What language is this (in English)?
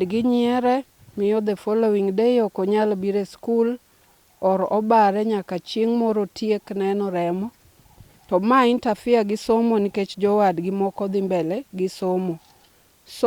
Luo (Kenya and Tanzania)